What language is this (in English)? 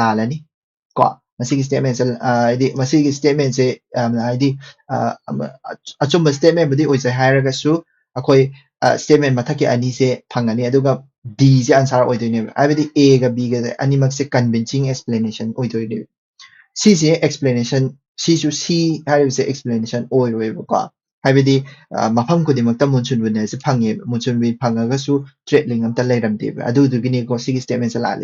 Manipuri